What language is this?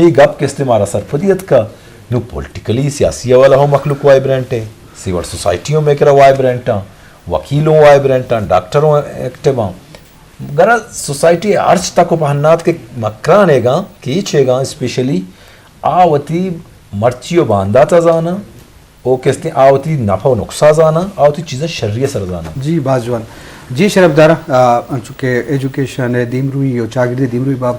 Eastern Balochi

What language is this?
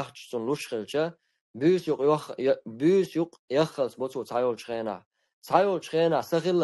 Chechen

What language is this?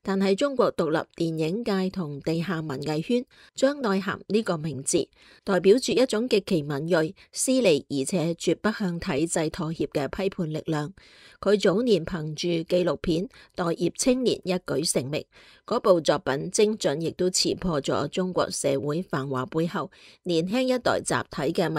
Cantonese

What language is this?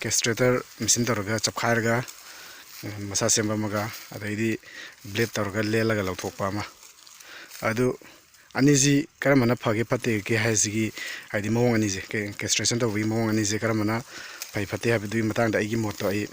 Manipuri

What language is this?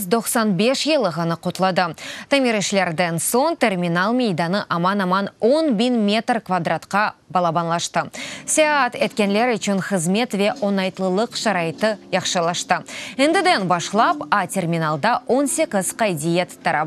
Crimean Tatar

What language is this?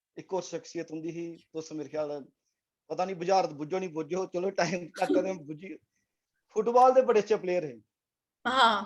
Dogri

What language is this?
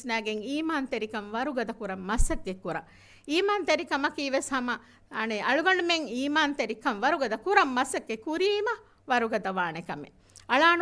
Divehi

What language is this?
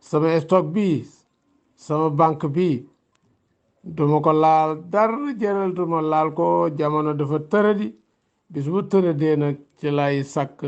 Wolof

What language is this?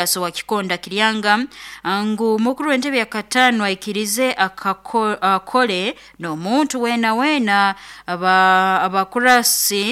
Nyankole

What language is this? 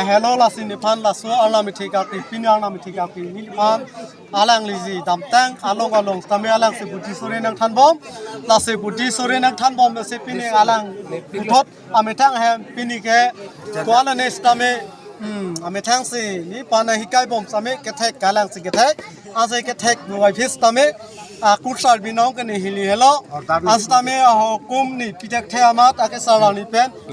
Karbi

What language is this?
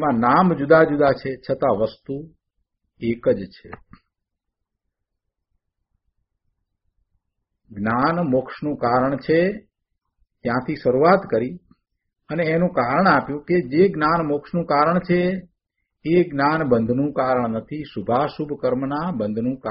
Gujarati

